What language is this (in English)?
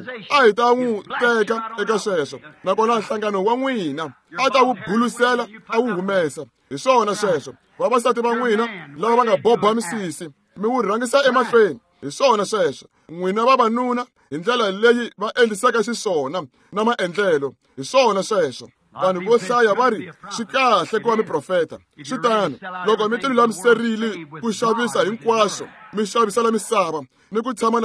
Tsonga